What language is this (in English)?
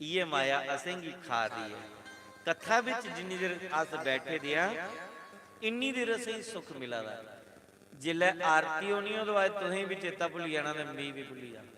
Dogri